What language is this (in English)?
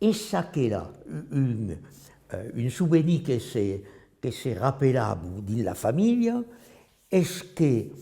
Occitan